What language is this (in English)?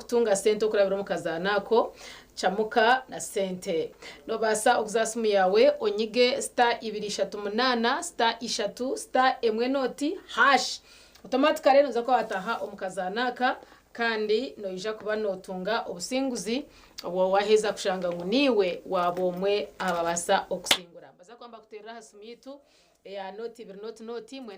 Nyankole